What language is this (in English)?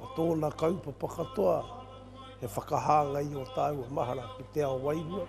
Māori